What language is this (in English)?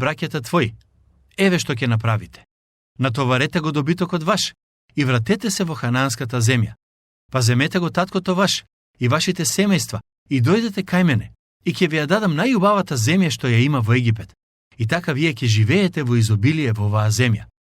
Macedonian